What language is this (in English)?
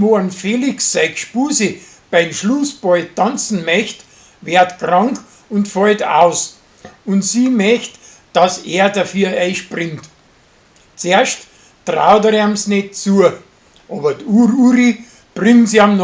Bavarian